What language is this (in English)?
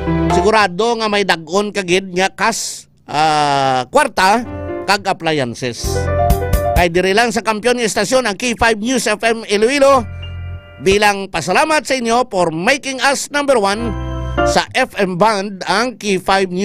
Hiligaynon